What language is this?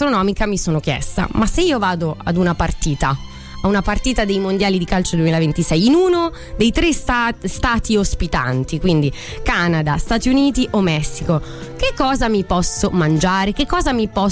Italian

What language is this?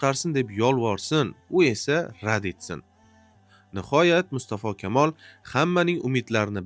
Uzbek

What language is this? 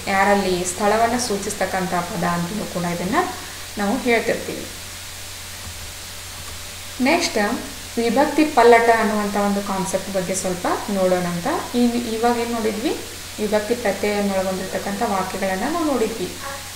Kannada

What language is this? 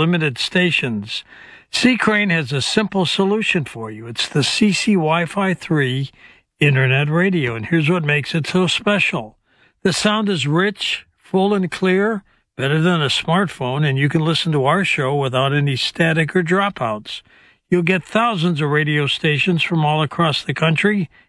English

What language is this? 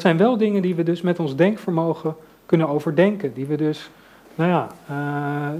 Dutch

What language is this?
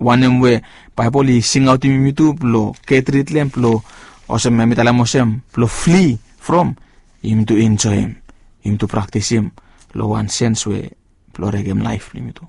Bislama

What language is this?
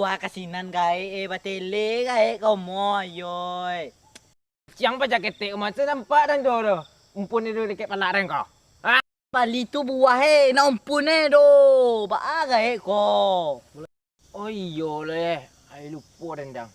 Minangkabau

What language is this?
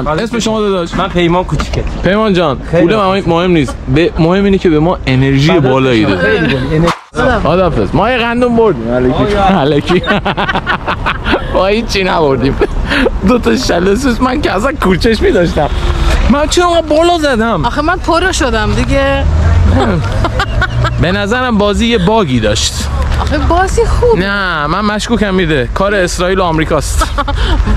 Persian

